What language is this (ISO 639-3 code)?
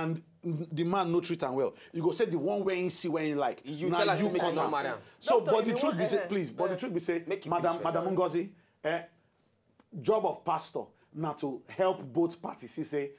pcm